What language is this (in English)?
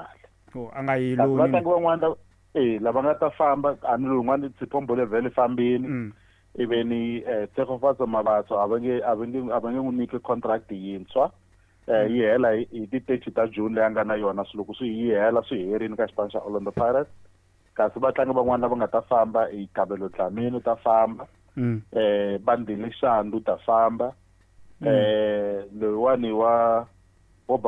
Tsonga